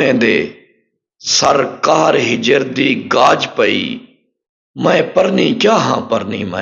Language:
Saraiki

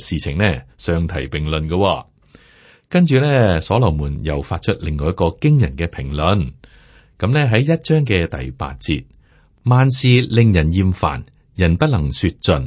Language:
Cantonese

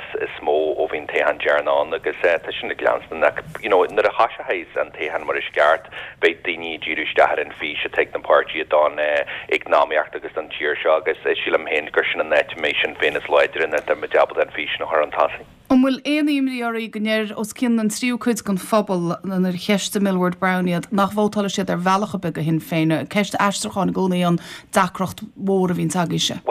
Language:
Irish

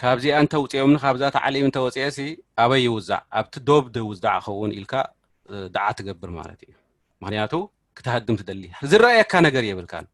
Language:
Tigrinya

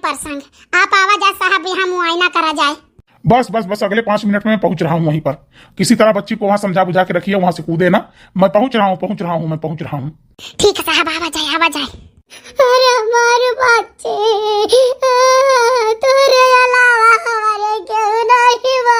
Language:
Awadhi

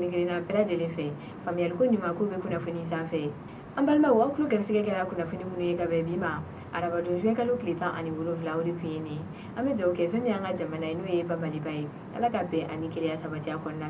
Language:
Bambara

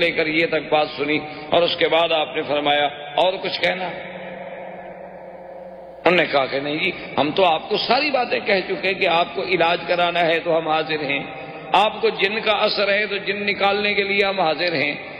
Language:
Urdu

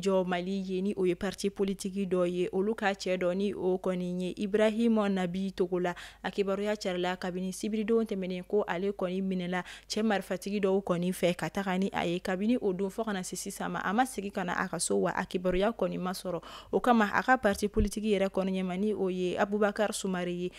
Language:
Bambara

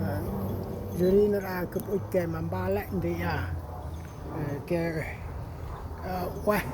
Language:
Central Mnong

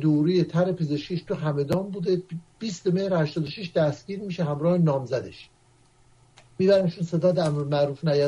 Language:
Persian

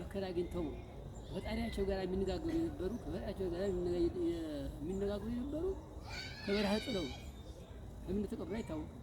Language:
Amharic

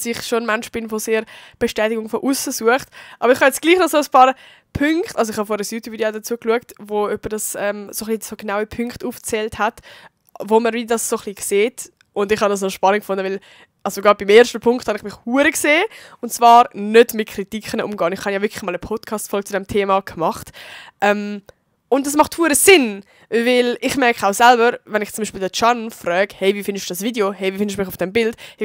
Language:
Swiss German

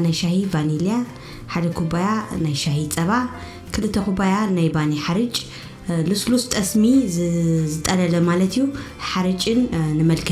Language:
Tigrinya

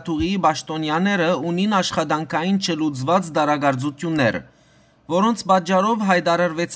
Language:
Western Armenian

